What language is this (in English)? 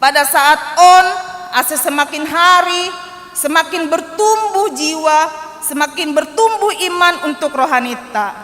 Batak Simalungun